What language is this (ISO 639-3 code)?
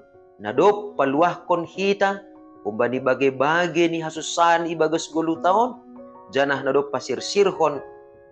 bts